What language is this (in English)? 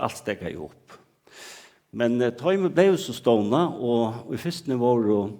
Faroese